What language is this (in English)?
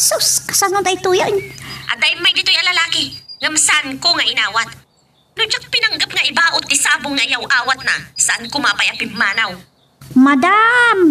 Iloko